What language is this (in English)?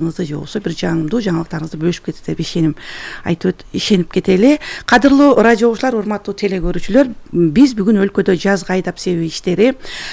Kyrgyz